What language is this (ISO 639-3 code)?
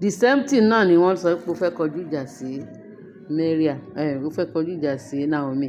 yor